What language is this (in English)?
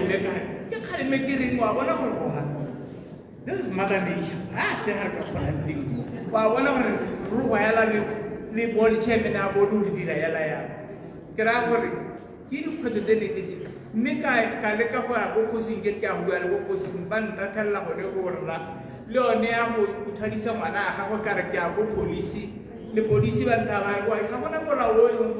Tswana